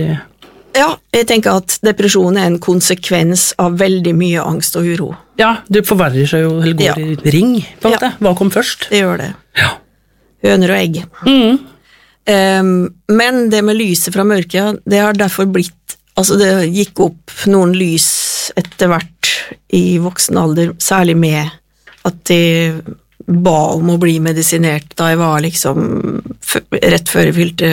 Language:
Norwegian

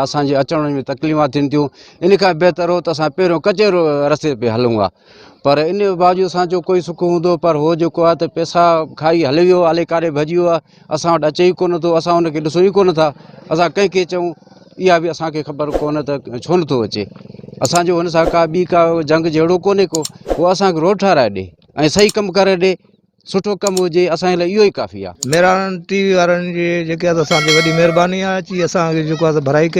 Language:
Sindhi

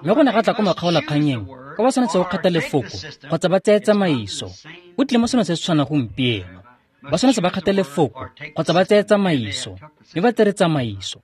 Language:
Tswana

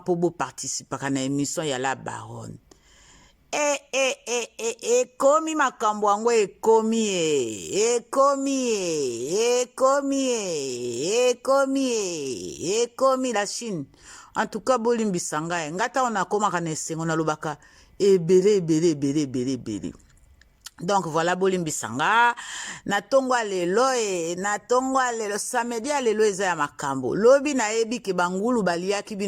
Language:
Lingala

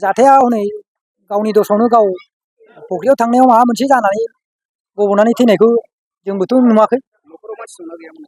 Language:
Bodo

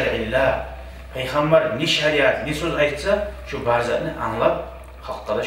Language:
Kumyk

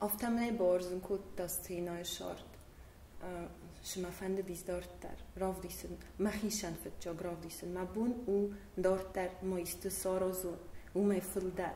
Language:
Ossetic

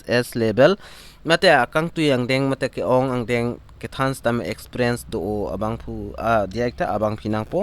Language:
Karbi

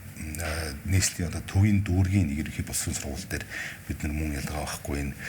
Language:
Mongolian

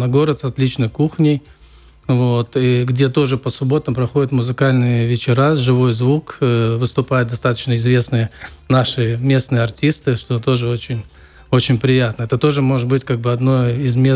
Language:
Russian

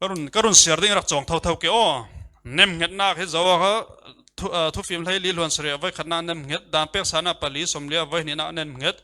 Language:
Falam Chin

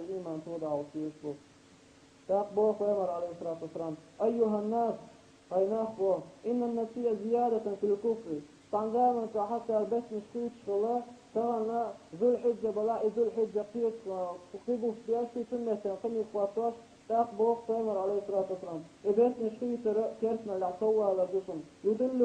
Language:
Chechen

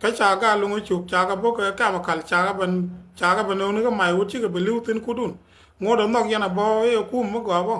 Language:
Nuer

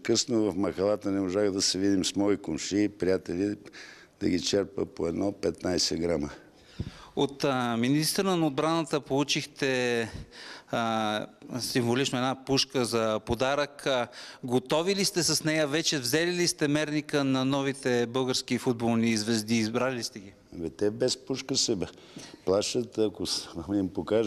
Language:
Bulgarian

